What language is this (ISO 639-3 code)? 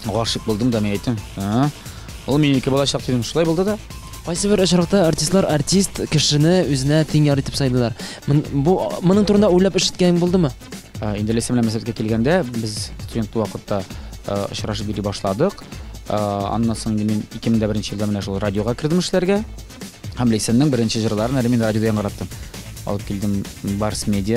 tat